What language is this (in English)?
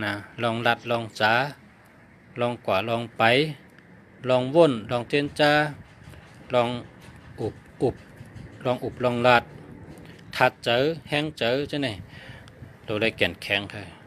Shan